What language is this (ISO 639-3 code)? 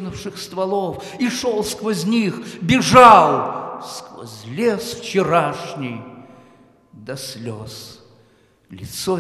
rus